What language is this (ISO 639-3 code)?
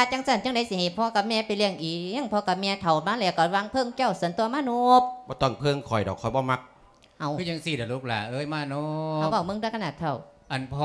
lao